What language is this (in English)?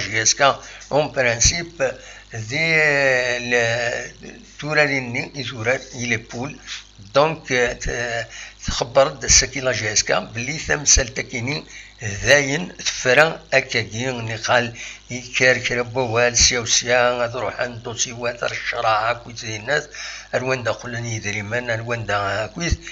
Kabyle